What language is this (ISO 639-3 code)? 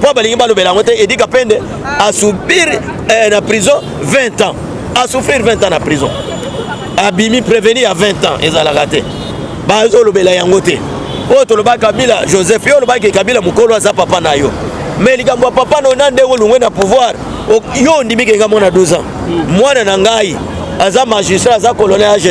lin